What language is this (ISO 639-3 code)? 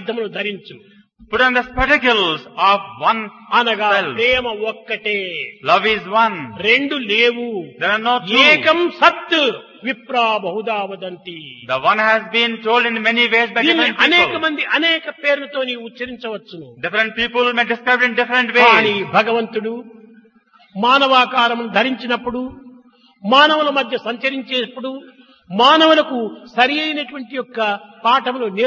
tel